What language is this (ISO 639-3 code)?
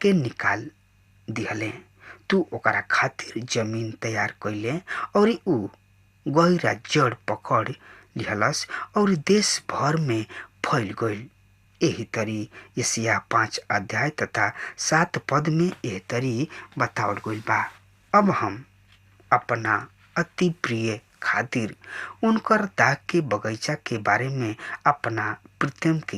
bho